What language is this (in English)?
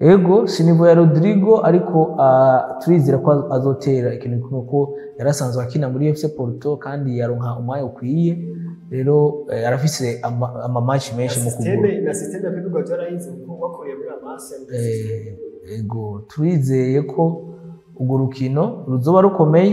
Rundi